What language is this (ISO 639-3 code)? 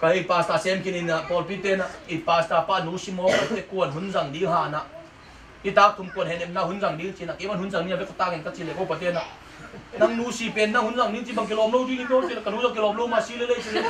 ctd